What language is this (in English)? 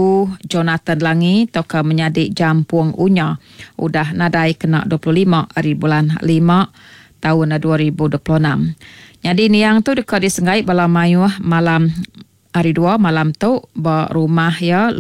Iban